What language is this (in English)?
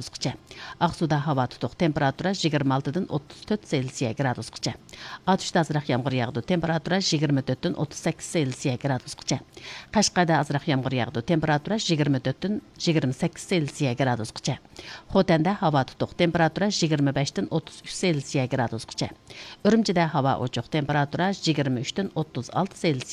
Uyghur